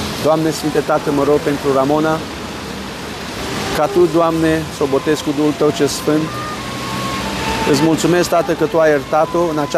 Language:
Romanian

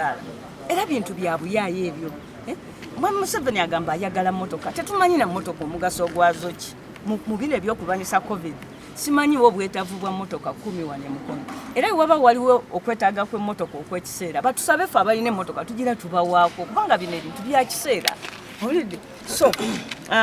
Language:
Ganda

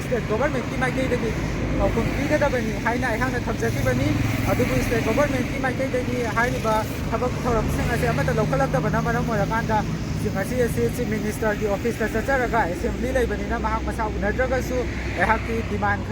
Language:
Manipuri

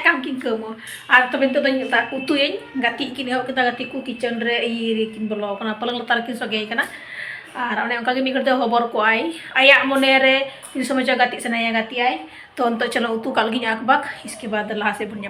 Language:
Santali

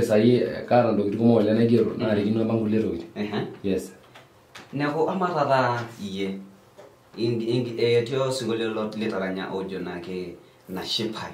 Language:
Masai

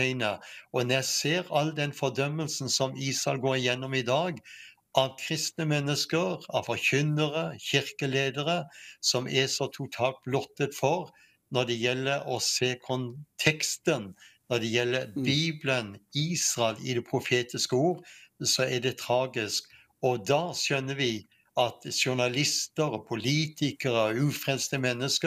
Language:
Norwegian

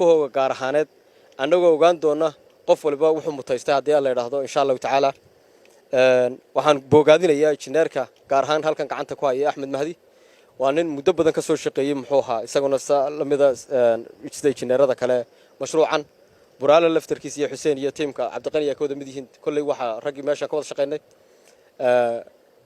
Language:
Somali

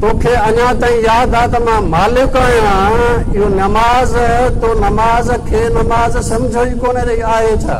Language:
Sindhi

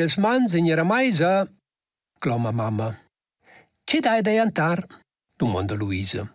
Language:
Romansh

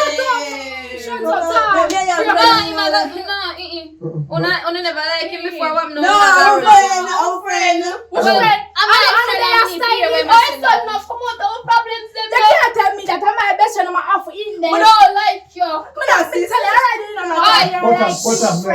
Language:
Jamaican Creole English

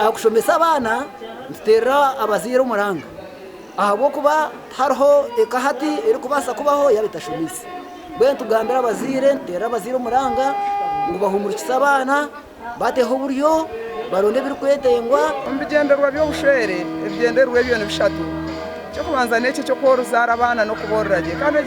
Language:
Nyankole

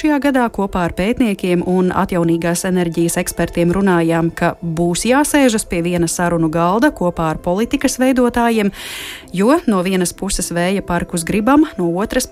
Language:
Latvian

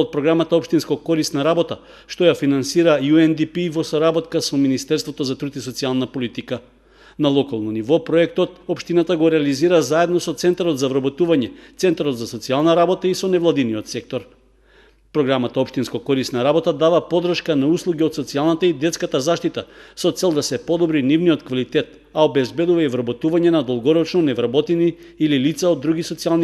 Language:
Macedonian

